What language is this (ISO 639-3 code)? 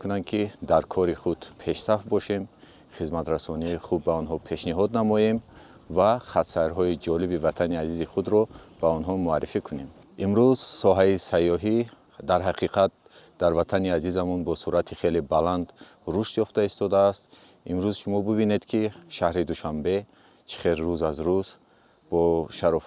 tgk